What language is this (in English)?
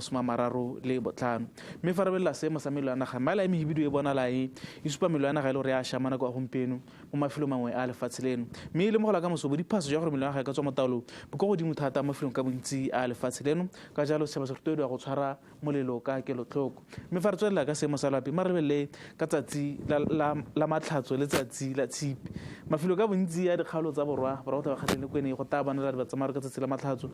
Tswana